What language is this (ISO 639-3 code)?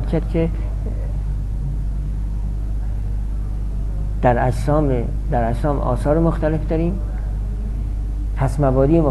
fas